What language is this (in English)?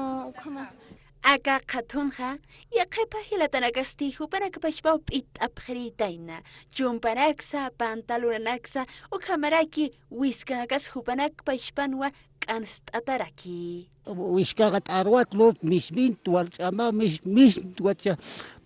Aymara